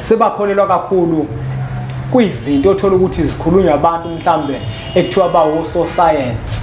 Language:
Zulu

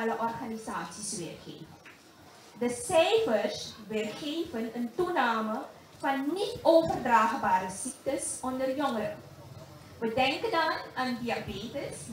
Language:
Dutch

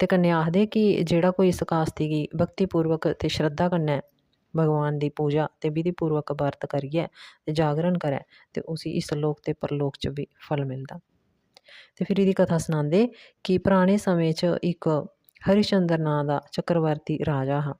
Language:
Dogri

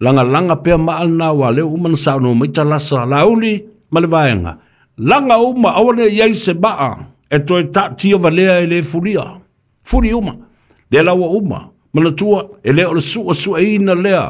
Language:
Samoan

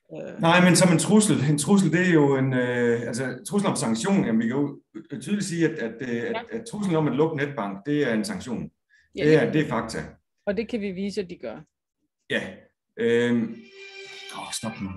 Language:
Danish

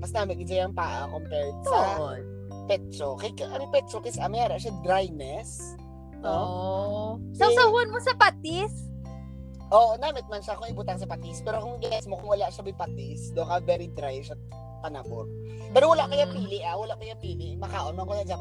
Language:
Filipino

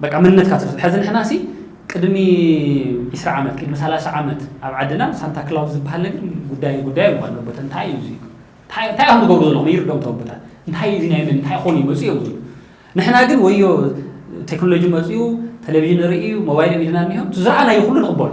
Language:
Tigrinya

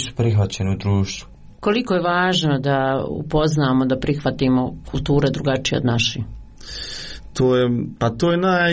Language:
Croatian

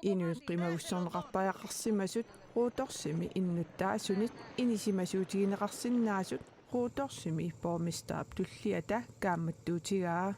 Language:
Kalaallisut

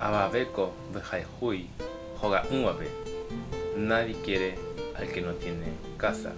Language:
Guarani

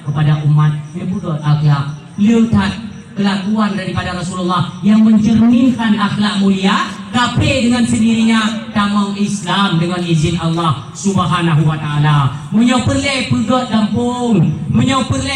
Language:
Achinese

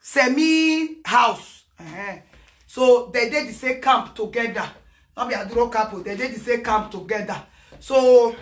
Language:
Nigerian Pidgin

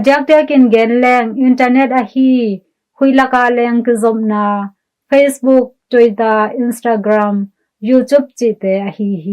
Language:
Tedim Chin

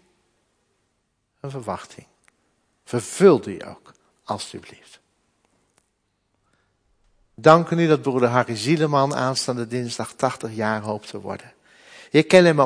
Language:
Dutch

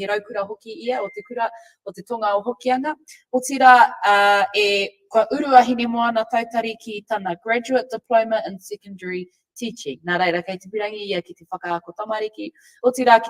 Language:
Māori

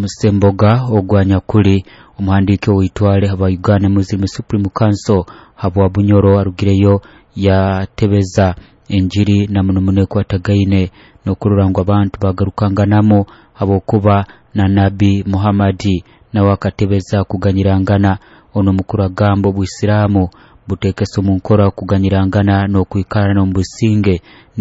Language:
Nyoro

